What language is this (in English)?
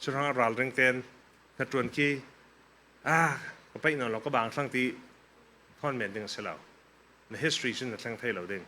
Falam Chin